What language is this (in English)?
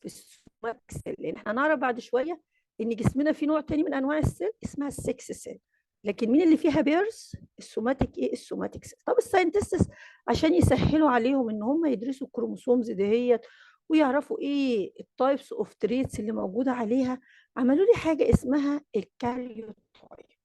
Egyptian Arabic